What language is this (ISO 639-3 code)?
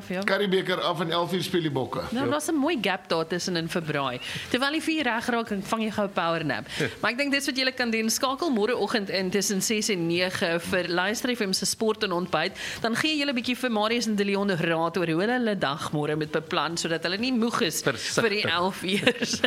afr